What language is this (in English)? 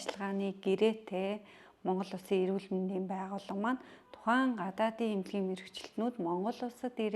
Mongolian